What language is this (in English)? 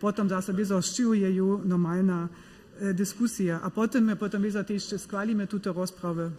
Upper Sorbian